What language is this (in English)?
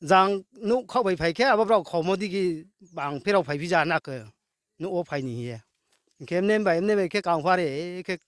Riang (India)